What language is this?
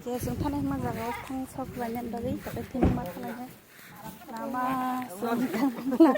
Kok Borok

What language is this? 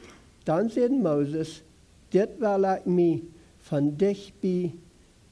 Plautdietsch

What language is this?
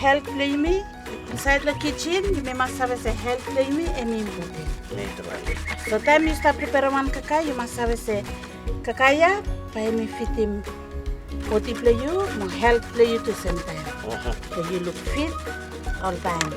Bislama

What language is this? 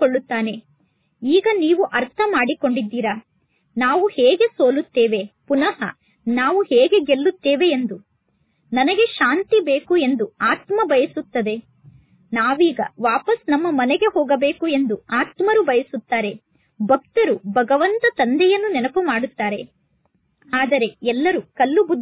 Kannada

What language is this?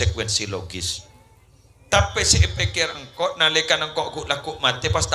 Madurese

